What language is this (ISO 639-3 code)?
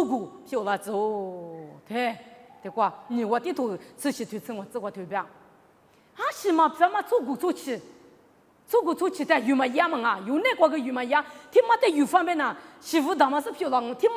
lis